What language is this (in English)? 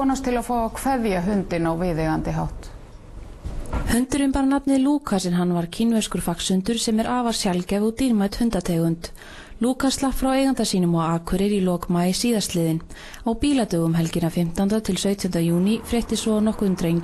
Icelandic